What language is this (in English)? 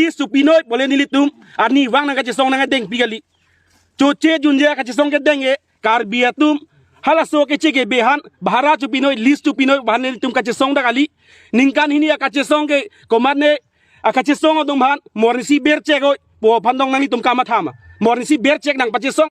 Karbi